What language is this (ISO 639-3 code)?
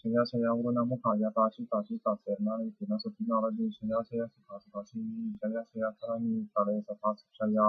pli